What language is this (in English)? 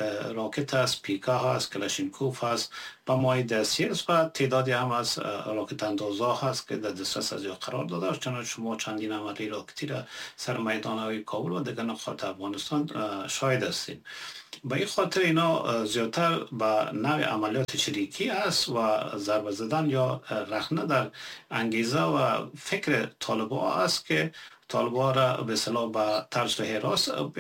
Persian